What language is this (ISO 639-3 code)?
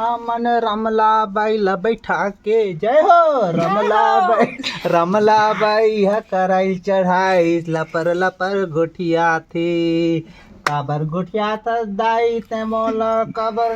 hne